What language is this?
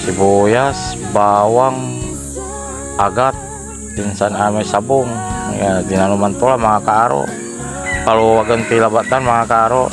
Pangasinan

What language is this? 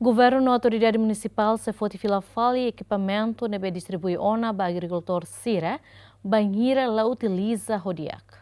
Tetum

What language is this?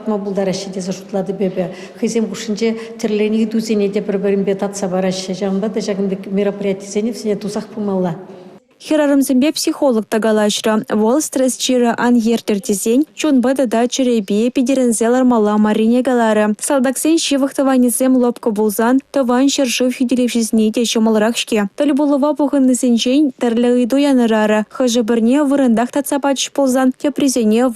Chuvash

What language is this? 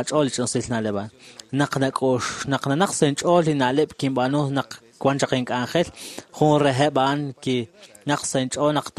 Kekchí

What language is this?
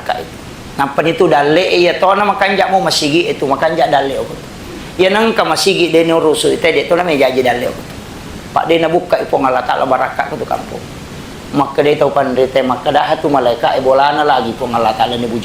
Buginese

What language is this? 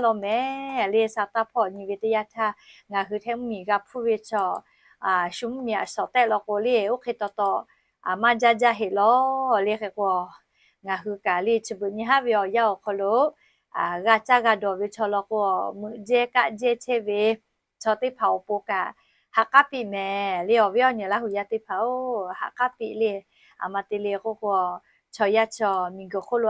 Lahu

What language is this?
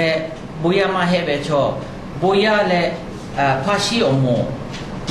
Lahu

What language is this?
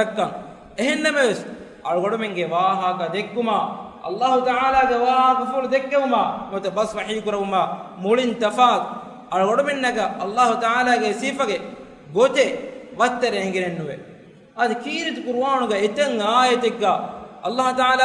Divehi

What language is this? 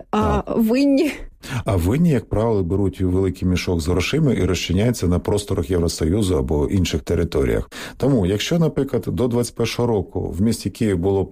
Ukrainian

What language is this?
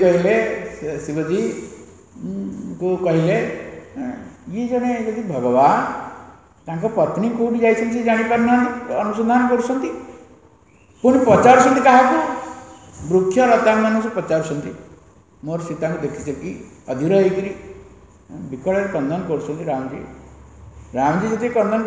Odia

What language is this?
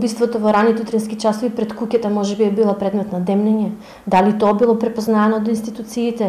Macedonian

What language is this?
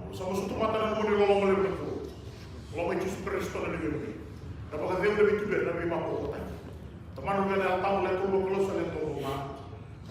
Fijian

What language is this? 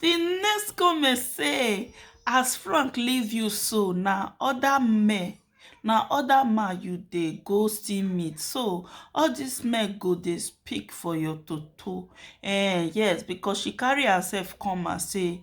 Nigerian Pidgin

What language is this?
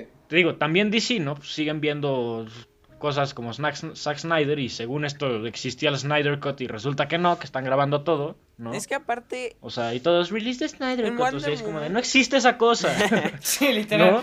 Spanish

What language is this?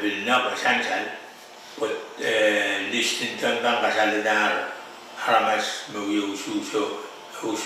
Pohnpeian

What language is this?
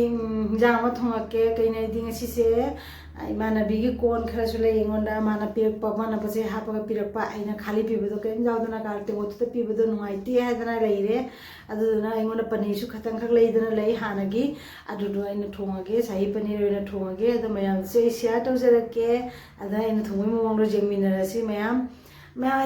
Manipuri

